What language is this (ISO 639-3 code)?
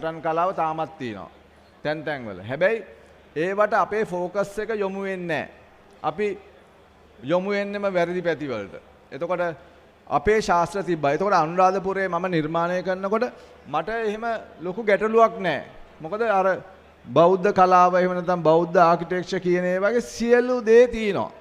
sin